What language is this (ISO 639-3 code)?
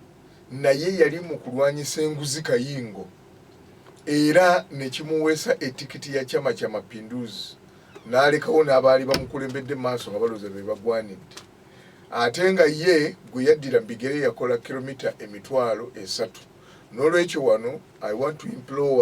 lug